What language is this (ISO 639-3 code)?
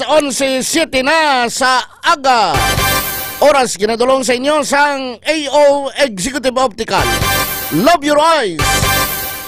hil